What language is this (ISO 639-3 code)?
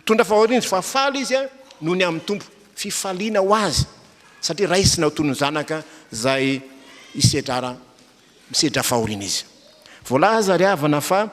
mlg